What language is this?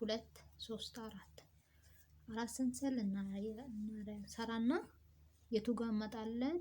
Amharic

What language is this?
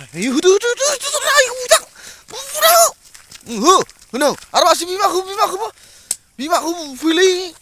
Bodo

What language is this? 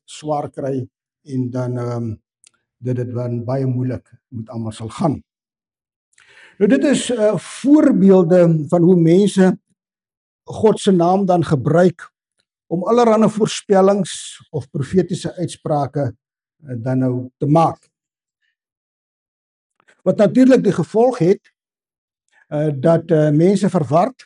Afrikaans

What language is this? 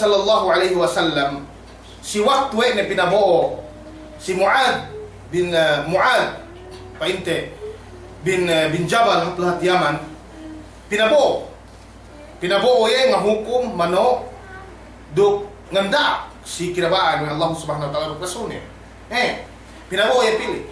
Yakan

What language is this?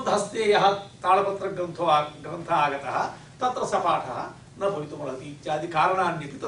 Sanskrit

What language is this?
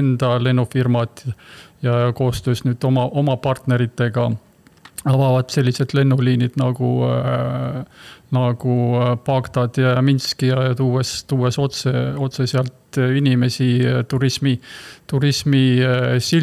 Estonian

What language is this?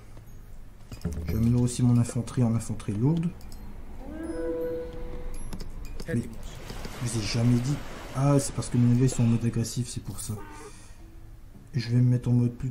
French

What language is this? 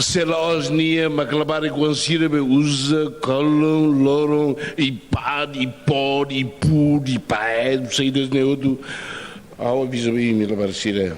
Tetum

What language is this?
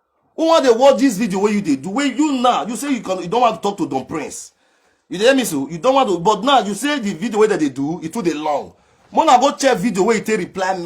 Nigerian Pidgin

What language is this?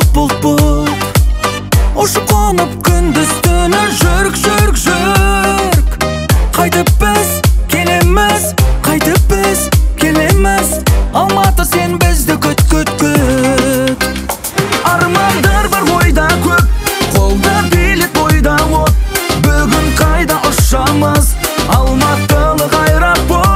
Kazakh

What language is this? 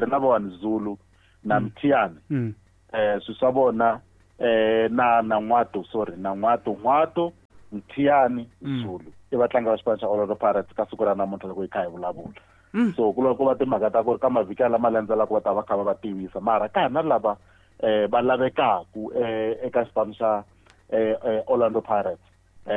Tsonga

